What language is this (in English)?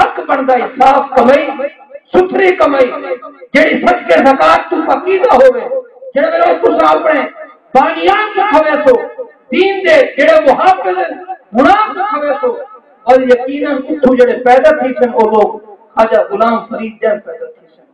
Saraiki